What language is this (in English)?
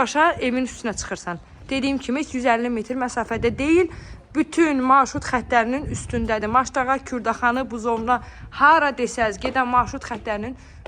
Azerbaijani